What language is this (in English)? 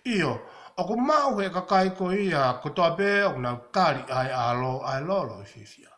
Tongan